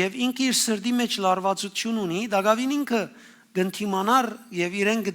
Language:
Western Armenian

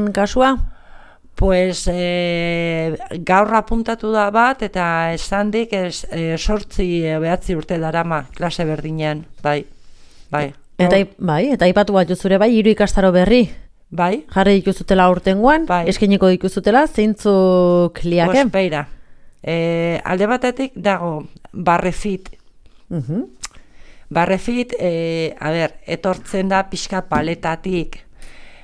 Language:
Basque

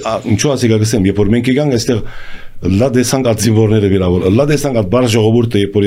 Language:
Armenian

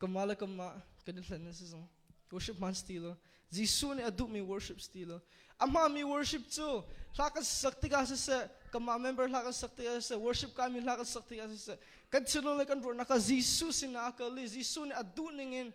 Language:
Hakha Chin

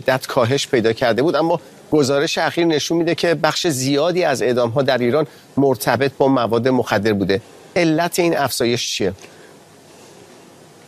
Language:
Persian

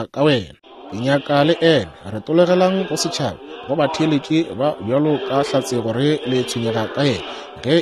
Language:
Northern Sotho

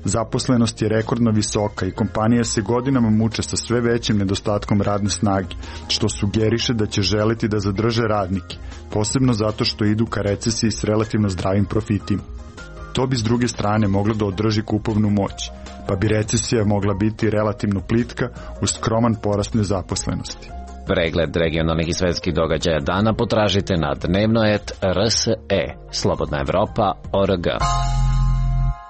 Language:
Serbian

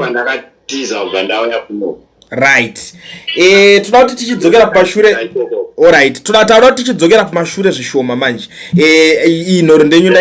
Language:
Shona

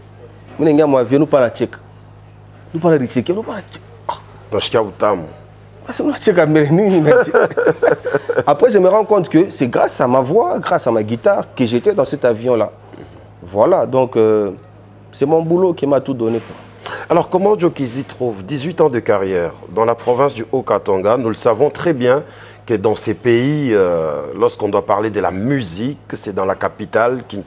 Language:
French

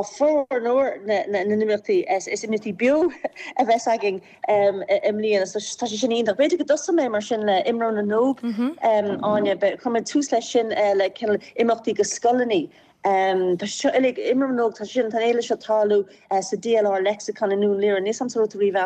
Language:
Irish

